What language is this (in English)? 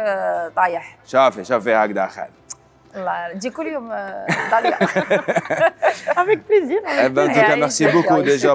Algerian Arabic